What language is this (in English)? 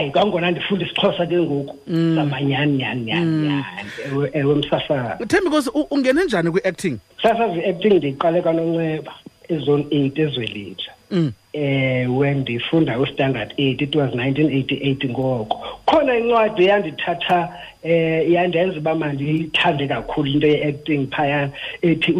Xhosa